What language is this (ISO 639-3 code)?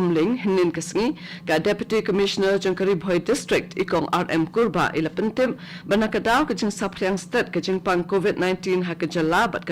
kha